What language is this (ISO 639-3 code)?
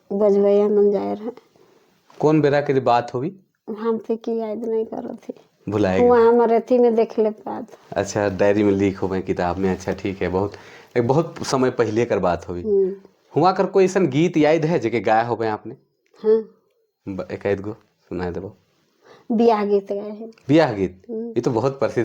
sck